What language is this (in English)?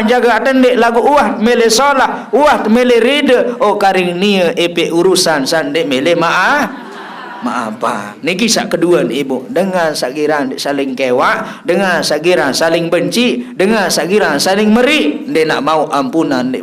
Sasak